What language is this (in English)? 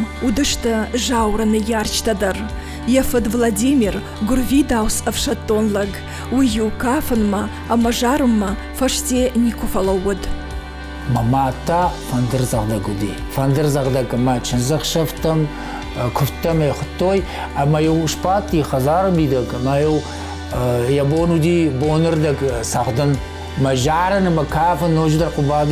Ossetic